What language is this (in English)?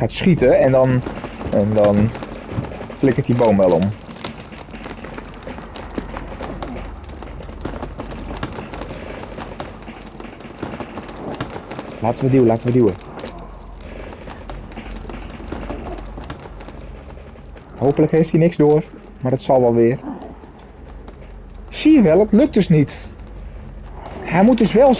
Dutch